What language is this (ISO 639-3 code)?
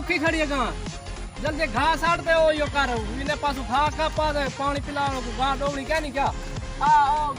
skr